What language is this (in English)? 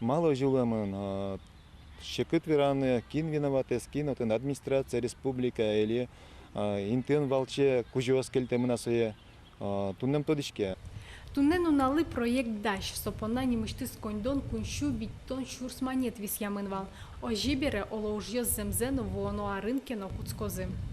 Udmurt